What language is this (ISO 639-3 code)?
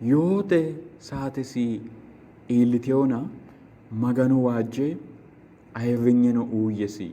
sid